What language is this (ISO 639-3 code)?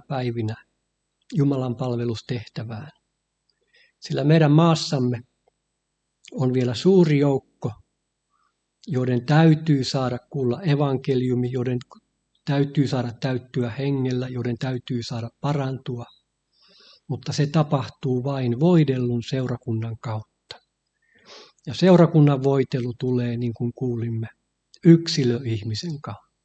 fin